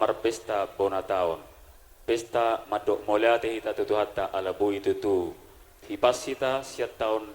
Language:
Batak Toba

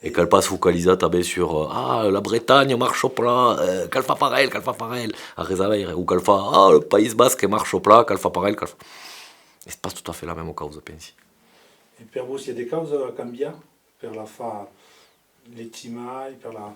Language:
Occitan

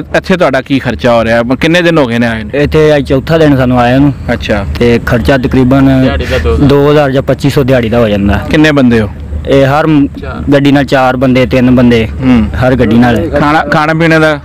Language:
Punjabi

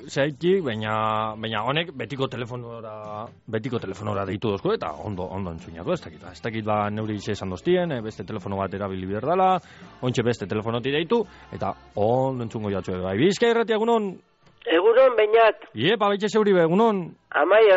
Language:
Basque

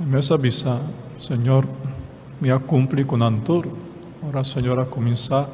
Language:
Papiamento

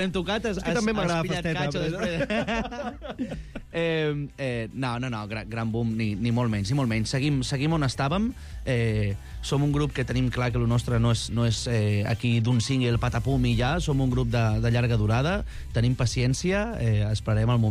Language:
Catalan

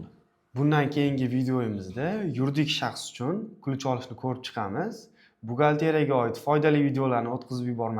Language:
Uzbek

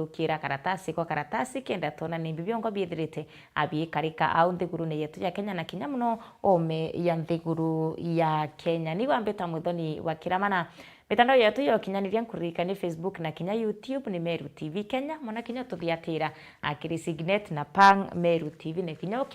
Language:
Meru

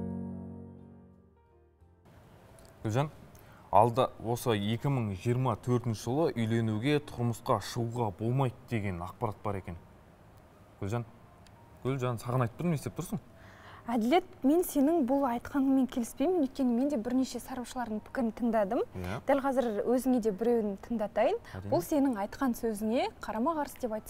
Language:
Kazakh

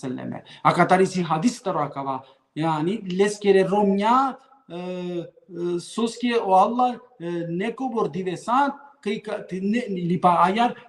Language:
Balkan Romani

